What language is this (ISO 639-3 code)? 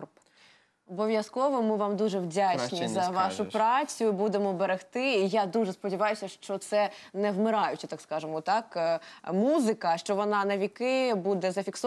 ukr